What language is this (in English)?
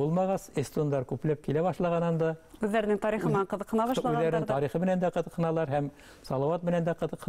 Bashkir